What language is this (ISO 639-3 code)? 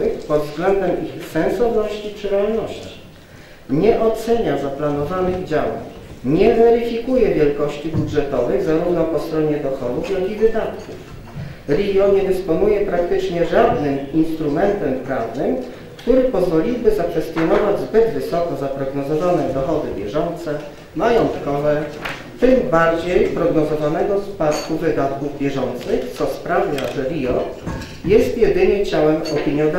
pol